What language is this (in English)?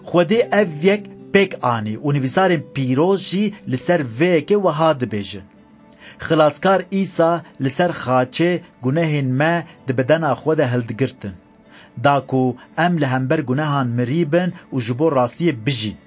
Kurdish